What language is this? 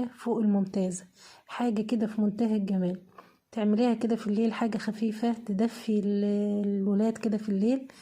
Egyptian Arabic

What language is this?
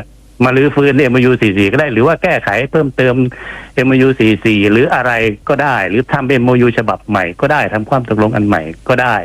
Thai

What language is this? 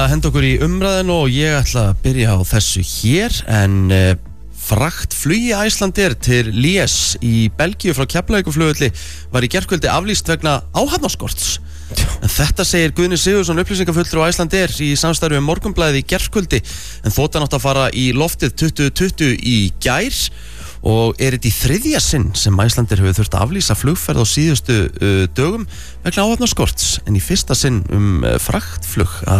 Icelandic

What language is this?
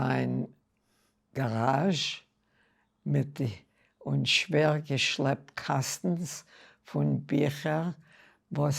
Yiddish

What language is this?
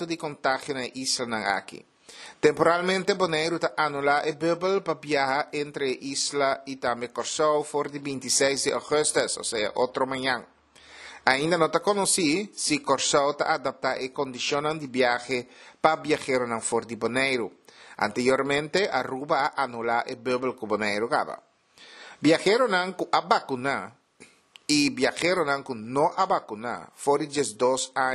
Papiamento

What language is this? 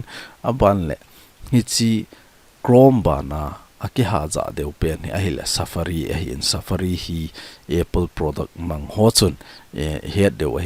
Thado Chin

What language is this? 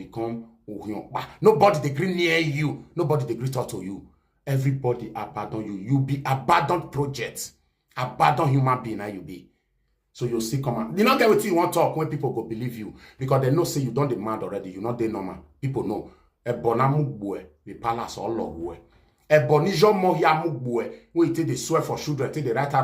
Nigerian Pidgin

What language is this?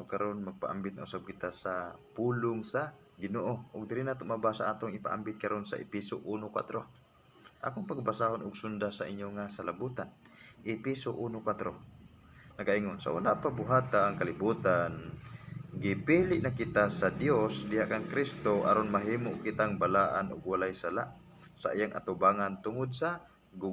Cebuano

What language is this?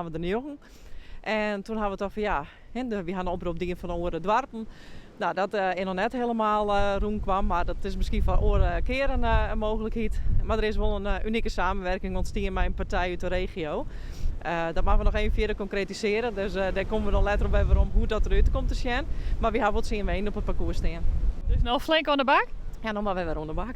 Western Frisian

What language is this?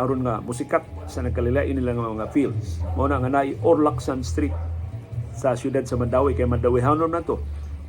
Cebuano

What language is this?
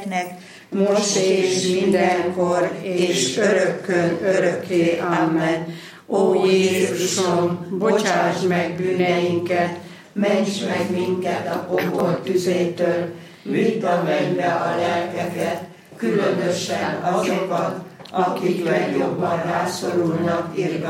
Hungarian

